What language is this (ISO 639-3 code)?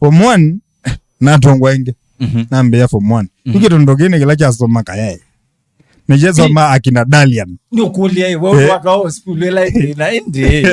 kam